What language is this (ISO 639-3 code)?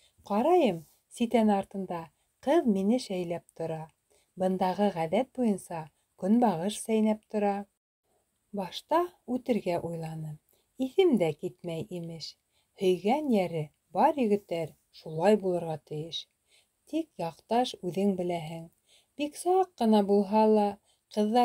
bak